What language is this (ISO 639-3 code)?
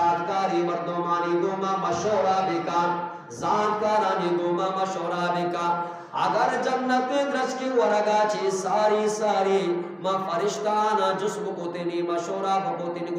bgp